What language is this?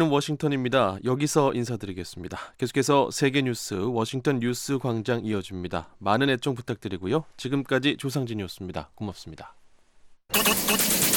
Korean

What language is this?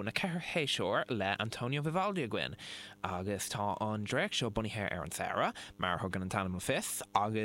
Irish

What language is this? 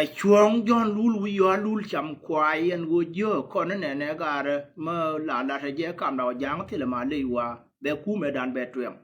Nuer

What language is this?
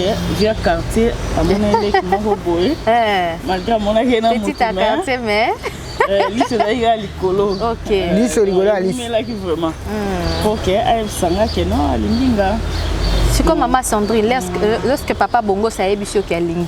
Lingala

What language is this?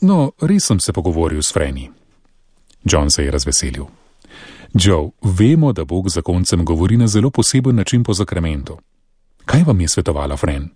Slovenian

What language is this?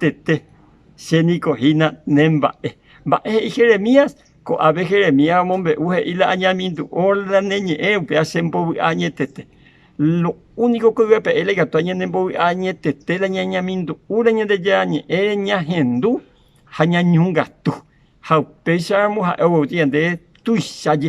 Guarani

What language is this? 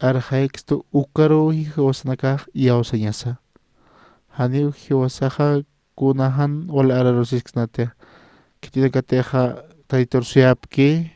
Aymara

